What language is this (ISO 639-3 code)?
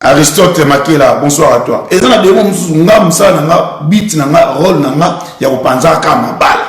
lin